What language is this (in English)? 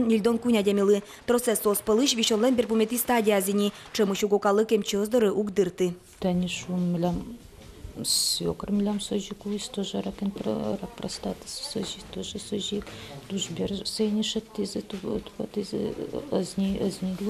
Udmurt